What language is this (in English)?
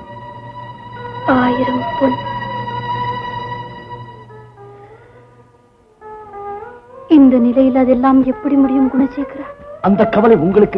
Tamil